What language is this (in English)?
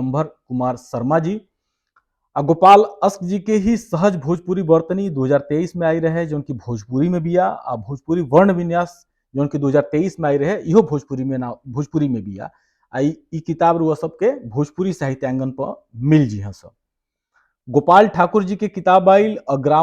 Bhojpuri